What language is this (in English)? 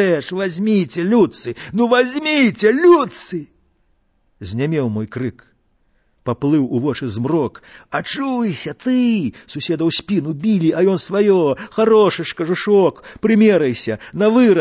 Belarusian